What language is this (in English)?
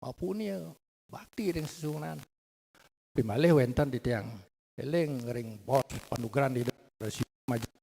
Balinese